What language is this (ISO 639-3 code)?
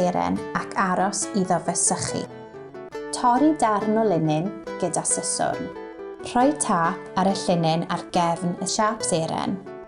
cym